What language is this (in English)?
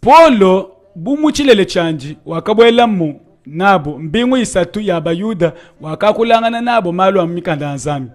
Luba-Lulua